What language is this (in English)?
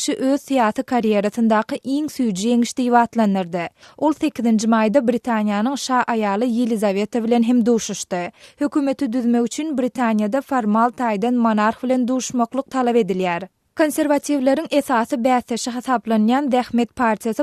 Turkmen